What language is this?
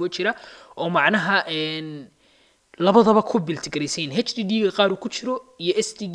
Somali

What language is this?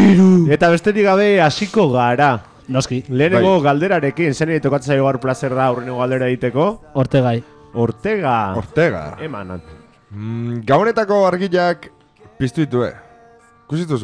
Basque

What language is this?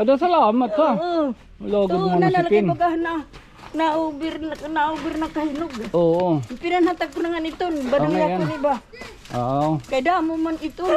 Waray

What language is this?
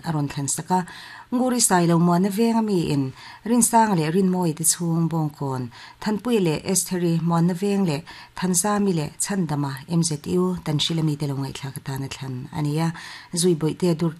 Mizo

